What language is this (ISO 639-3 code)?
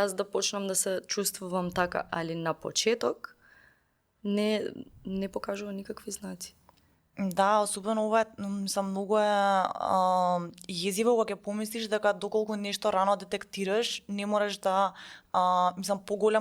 mkd